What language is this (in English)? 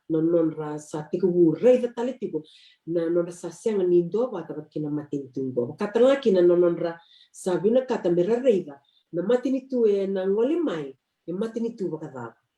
Fijian